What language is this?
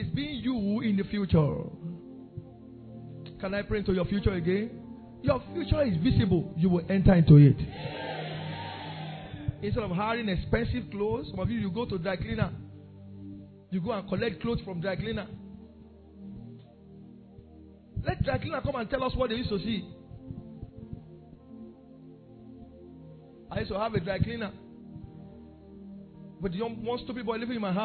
English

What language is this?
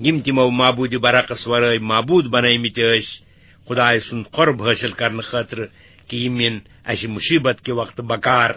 Kashmiri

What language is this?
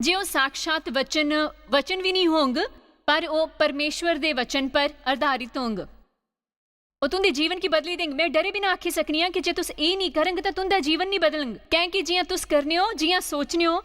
Dogri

